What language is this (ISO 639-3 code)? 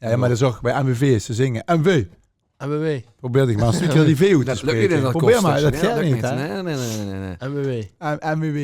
lim